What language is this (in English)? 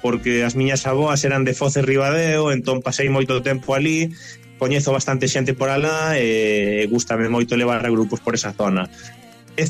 Galician